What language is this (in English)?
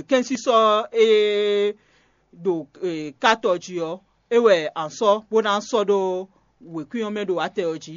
Fon